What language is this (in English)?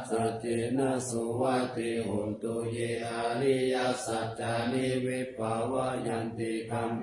Pali